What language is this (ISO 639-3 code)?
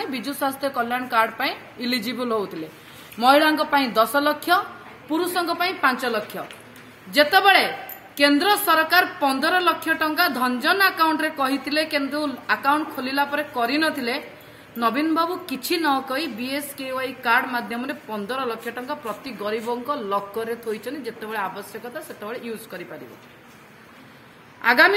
ori